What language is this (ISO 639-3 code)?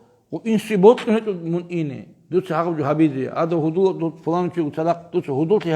ava